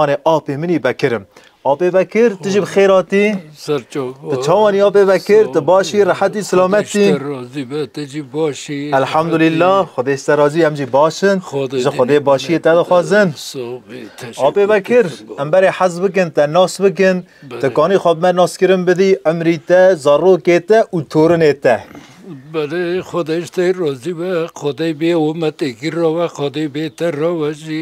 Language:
Kurdish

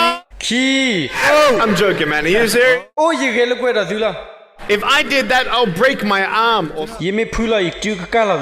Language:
S'gaw Karen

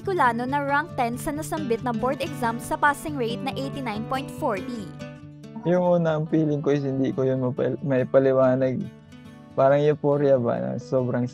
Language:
Bikol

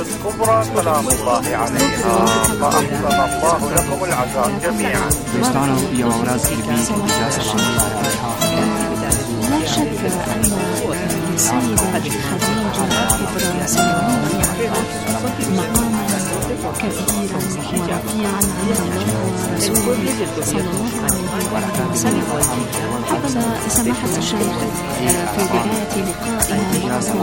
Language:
Arabic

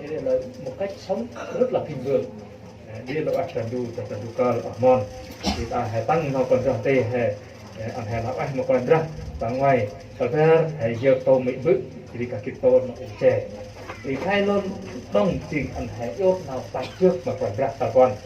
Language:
Central Mnong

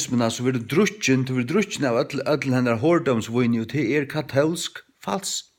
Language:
Faroese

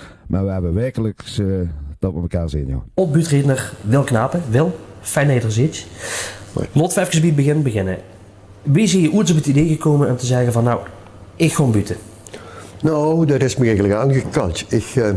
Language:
Limburgish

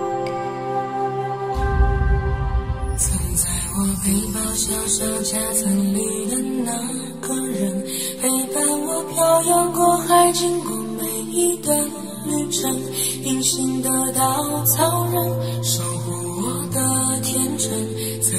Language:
Chinese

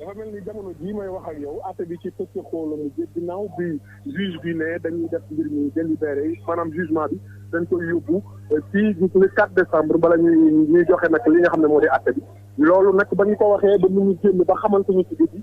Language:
Wolof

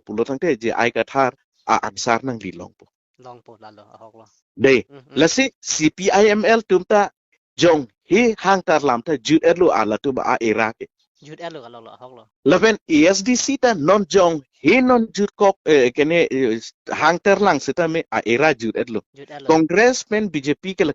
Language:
Karbi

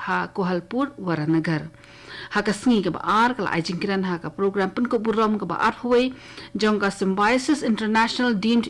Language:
Khasi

